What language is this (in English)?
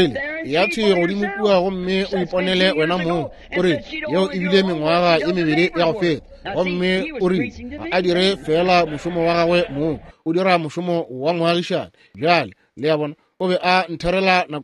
Northern Sotho